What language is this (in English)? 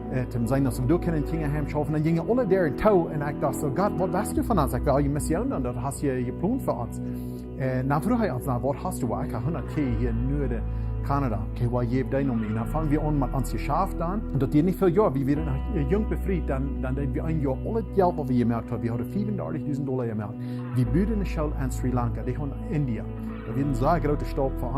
Plautdietsch